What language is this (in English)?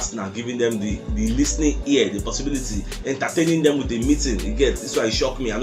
Nigerian Pidgin